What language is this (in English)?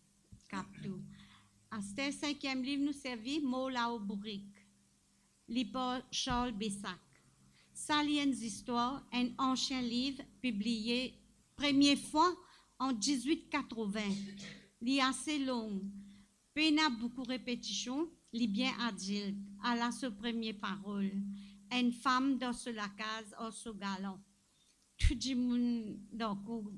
Morisyen